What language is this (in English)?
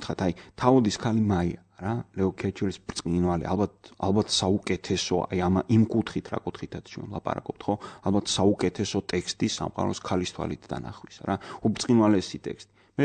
Georgian